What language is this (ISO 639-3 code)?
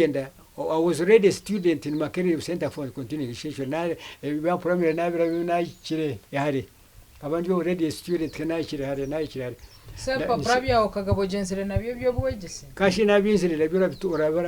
nyn